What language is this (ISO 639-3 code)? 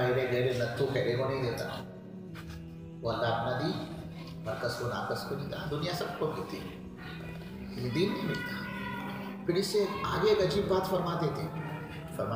urd